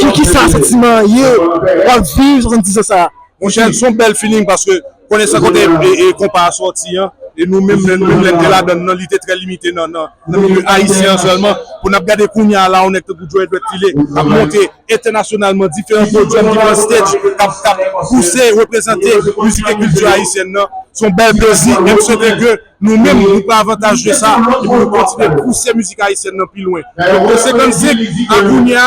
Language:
Haitian Creole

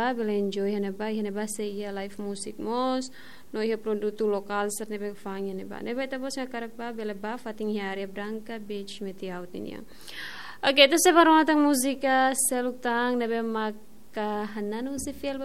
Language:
Tetum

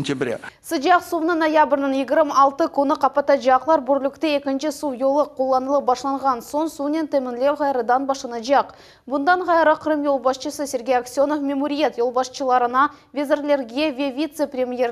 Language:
Crimean Tatar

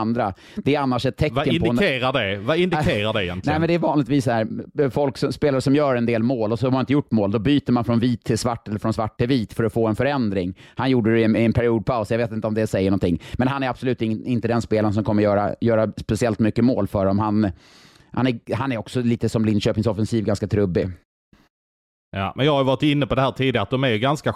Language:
Swedish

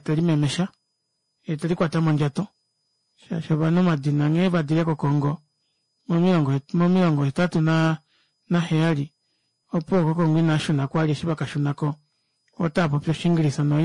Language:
Kuanyama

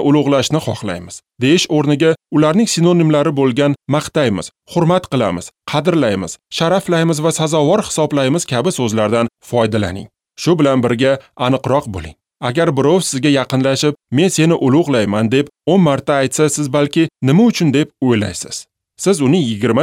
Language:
Uzbek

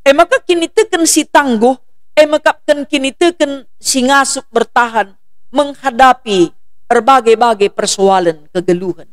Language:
Batak Karo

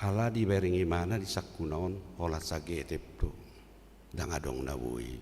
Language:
Batak Toba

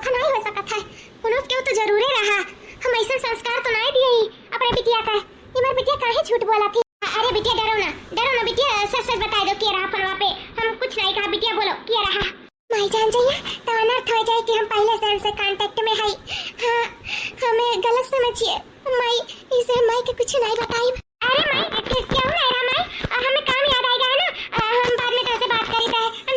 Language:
Awadhi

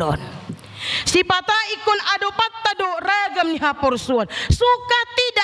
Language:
Batak Toba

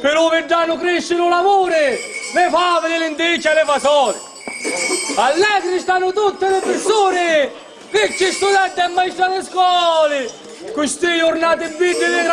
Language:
Sicilian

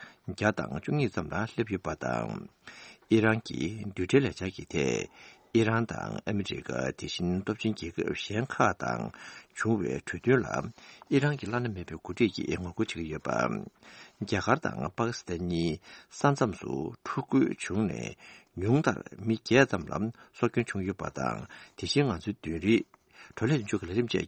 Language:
Tibetan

